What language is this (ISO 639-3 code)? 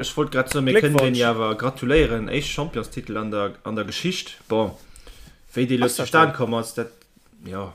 ltz